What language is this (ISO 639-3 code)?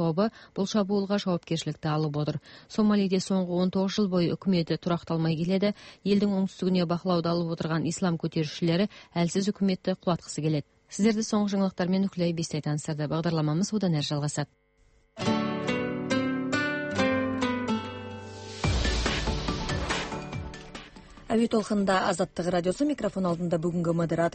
kaz